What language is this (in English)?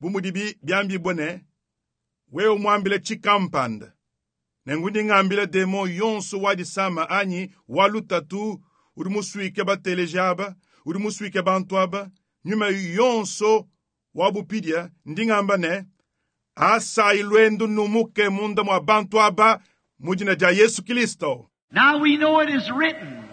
Luba-Lulua